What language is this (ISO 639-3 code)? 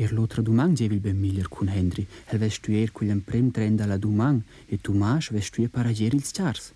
roh